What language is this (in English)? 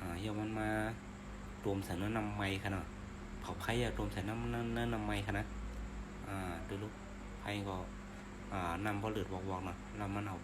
Shan